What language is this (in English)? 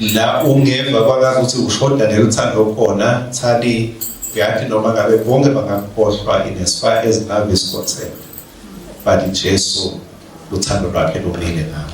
Swati